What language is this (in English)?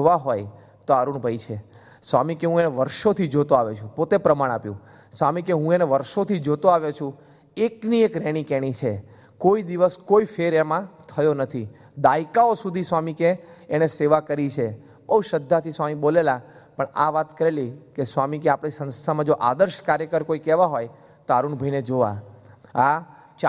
Gujarati